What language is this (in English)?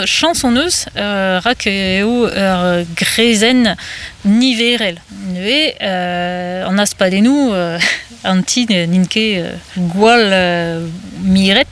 Breton